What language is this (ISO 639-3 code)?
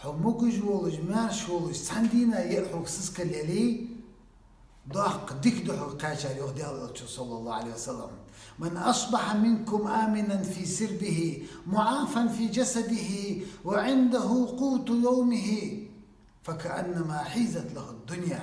che